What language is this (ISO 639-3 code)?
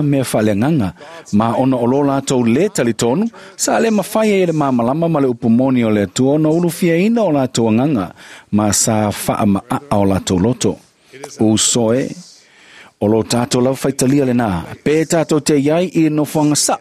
smo